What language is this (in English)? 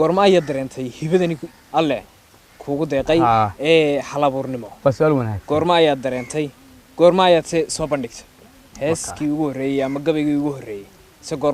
Somali